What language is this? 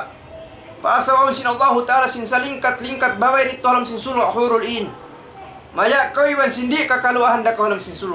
Tausug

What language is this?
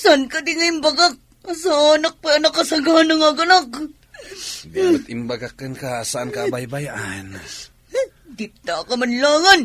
Iloko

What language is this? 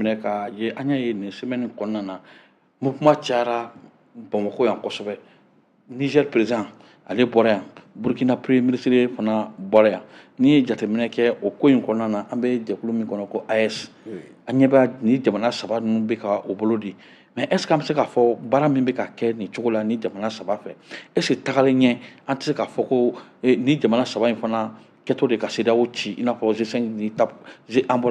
Bambara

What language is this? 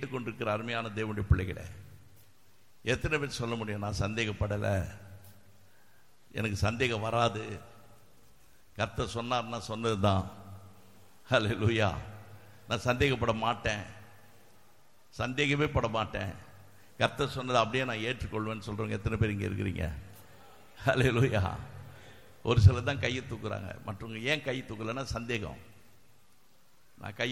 Tamil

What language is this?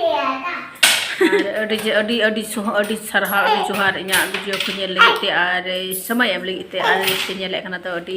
Santali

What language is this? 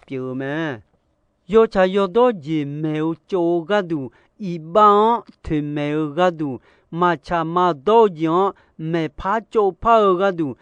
Akha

